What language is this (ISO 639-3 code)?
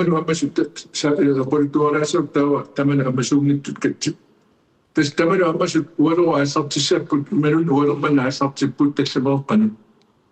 kal